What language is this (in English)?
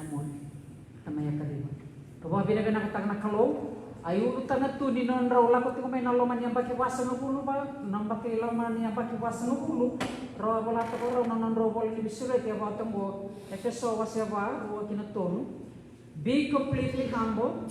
Fijian